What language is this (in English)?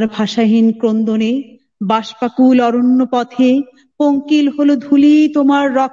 Bangla